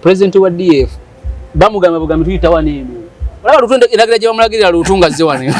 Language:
Ganda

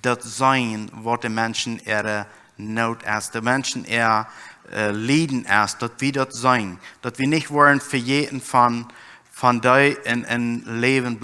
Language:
Plautdietsch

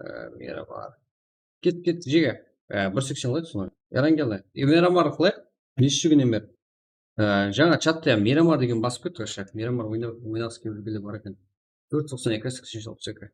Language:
Kara-Kalpak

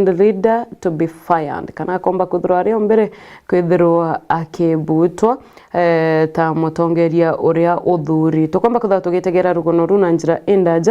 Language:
Meru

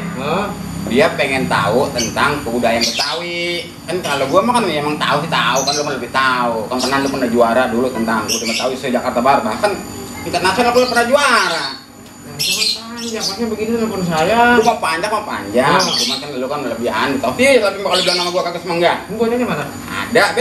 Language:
Betawi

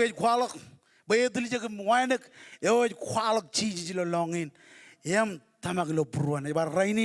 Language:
Marshallese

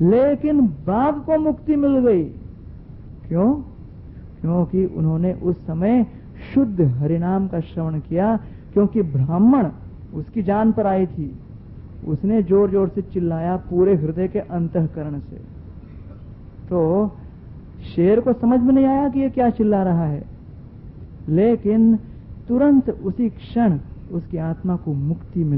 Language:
Hindi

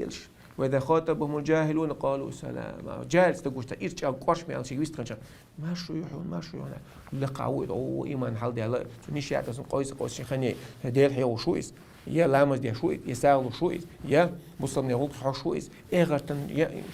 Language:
Chechen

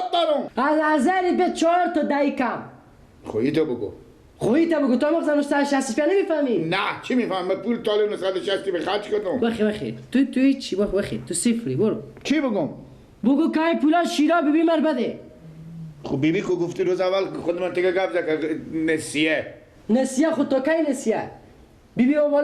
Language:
Persian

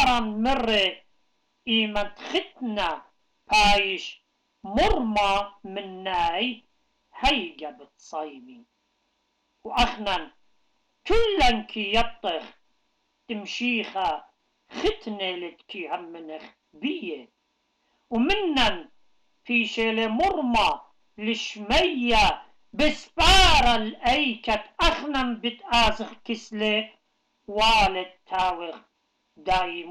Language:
Assyrian Neo-Aramaic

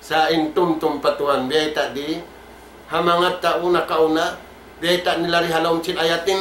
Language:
Tausug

